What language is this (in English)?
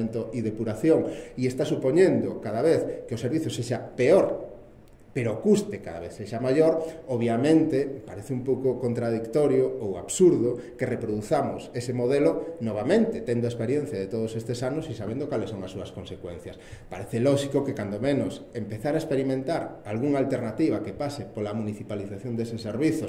Galician